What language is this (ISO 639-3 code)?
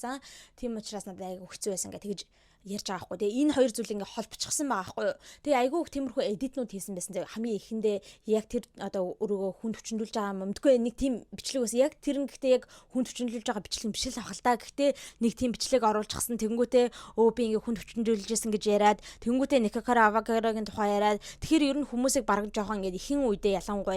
mon